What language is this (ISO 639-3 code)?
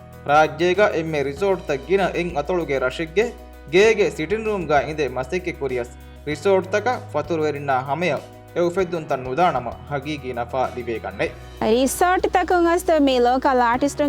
div